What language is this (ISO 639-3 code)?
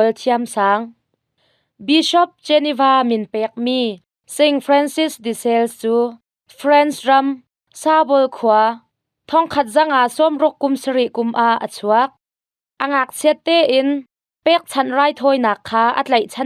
cnh